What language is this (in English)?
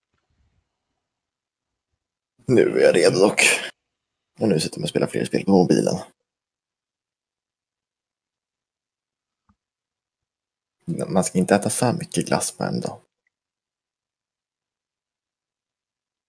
Swedish